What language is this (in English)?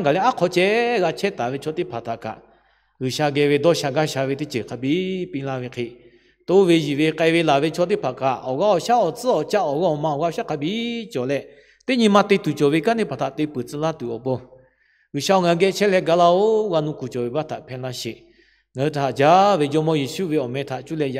Lahu